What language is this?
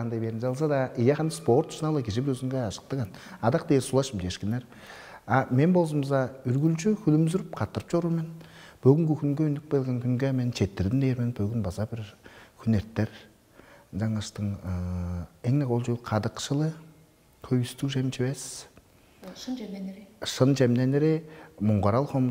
Tuvinian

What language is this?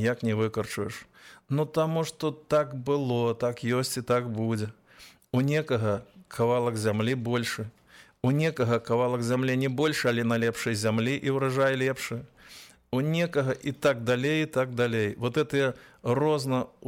Belarusian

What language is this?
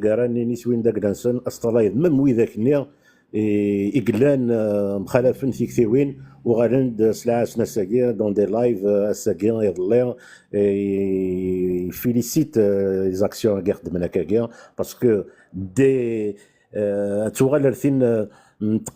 Kabyle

